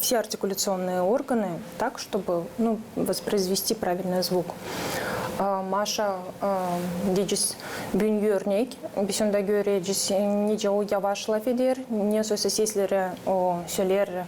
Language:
Gagauz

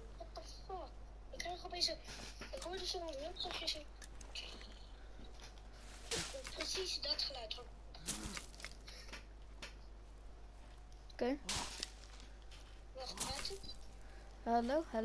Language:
Dutch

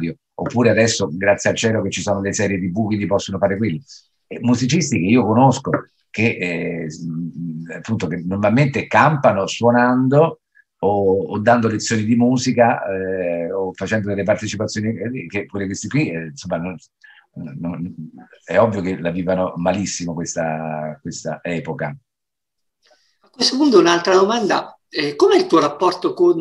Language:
Italian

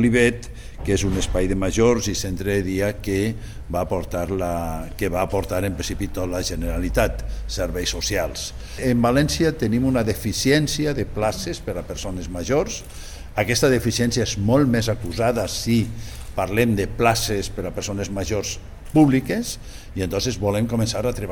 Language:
Catalan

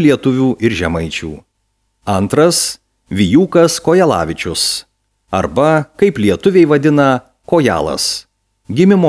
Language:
Lithuanian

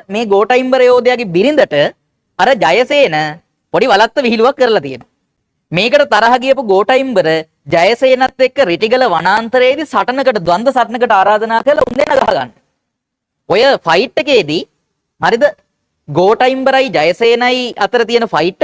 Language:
Sinhala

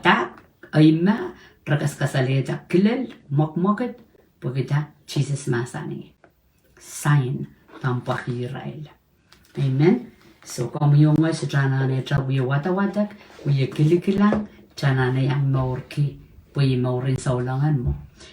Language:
Pohnpeian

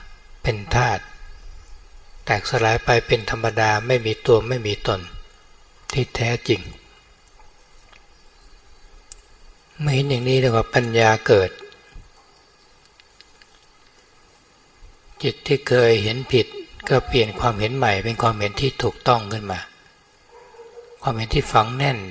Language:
Thai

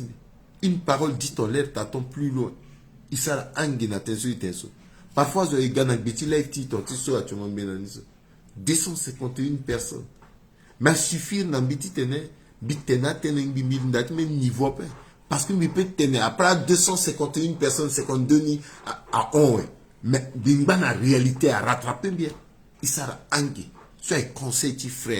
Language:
Sango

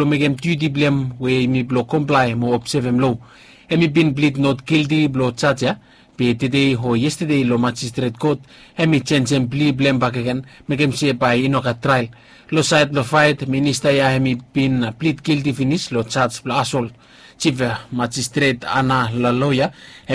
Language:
Bislama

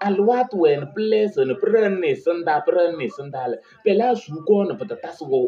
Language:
Kabiyè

